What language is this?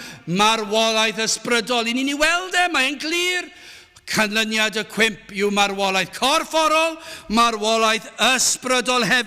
Welsh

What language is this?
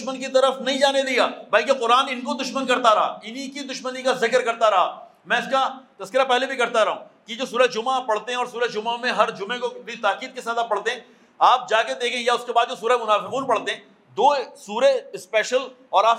Urdu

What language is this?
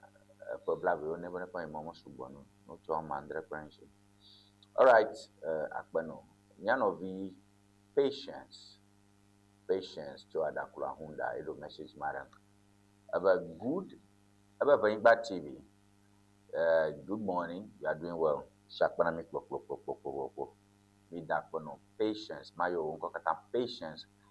Ewe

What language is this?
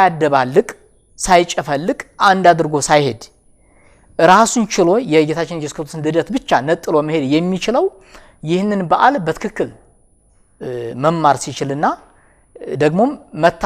Amharic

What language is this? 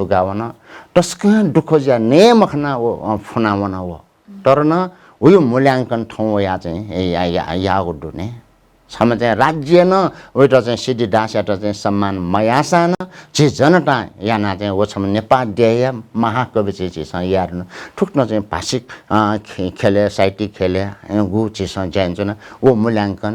Newari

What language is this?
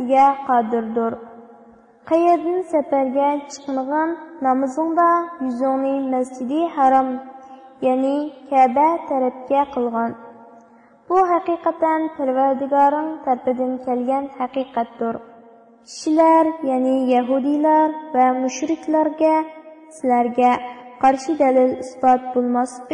Uyghur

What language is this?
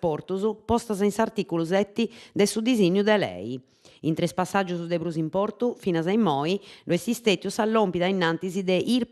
Sardinian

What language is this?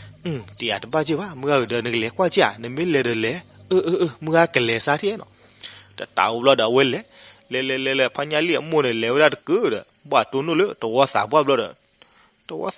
S'gaw Karen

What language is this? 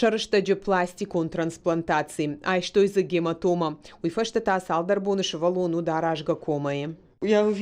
Ossetic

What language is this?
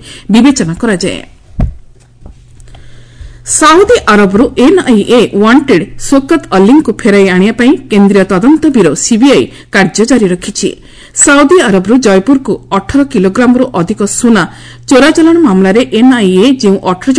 Odia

